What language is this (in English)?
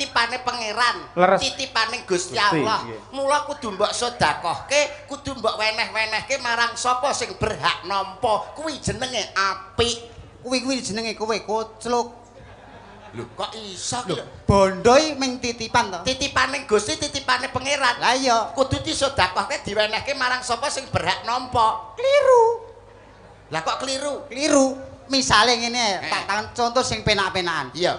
Javanese